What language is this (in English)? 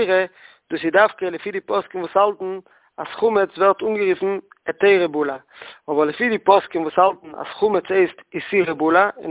Yiddish